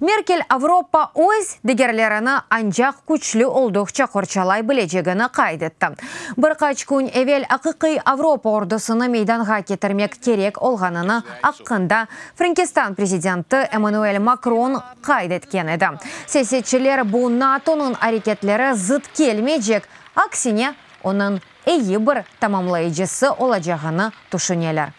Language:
Crimean Tatar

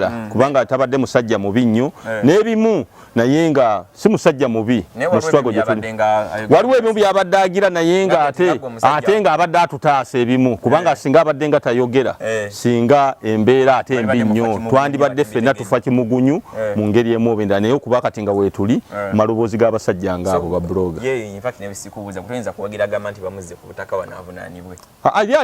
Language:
Ganda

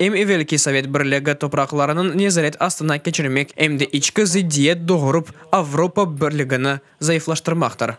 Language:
Crimean Tatar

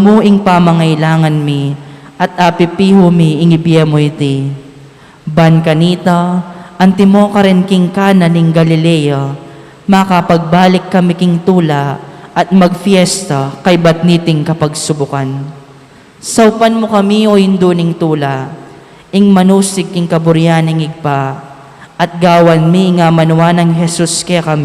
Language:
Pampanga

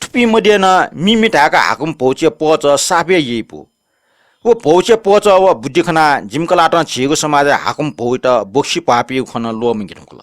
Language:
Newari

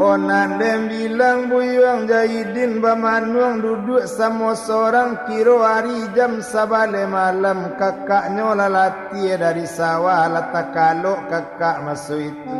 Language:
Minangkabau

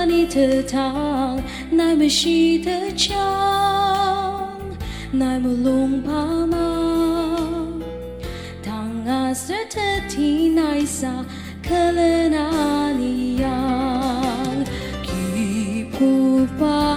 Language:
Ao Naga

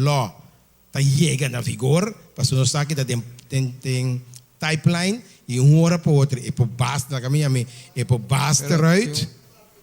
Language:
Papiamento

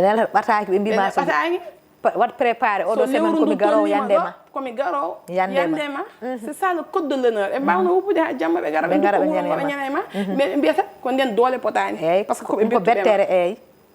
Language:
Fula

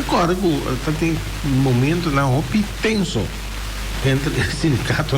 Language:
Papiamento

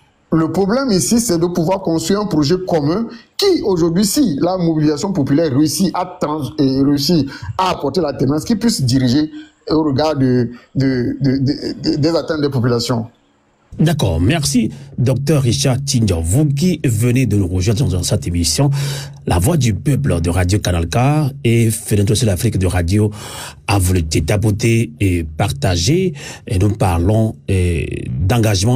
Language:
French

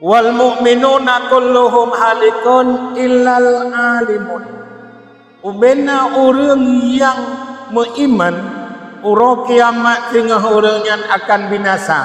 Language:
Achinese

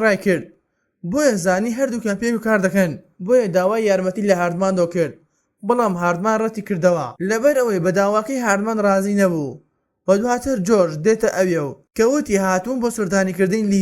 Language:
Central Kurdish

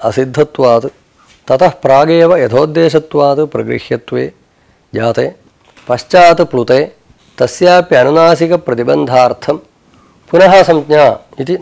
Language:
Sanskrit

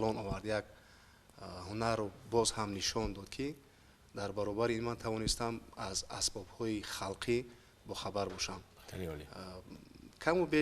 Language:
Tajik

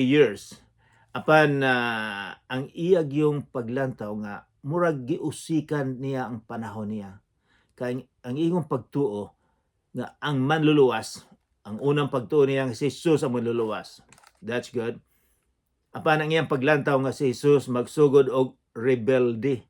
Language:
Cebuano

